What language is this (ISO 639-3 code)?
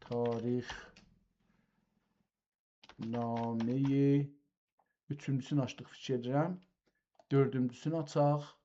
azb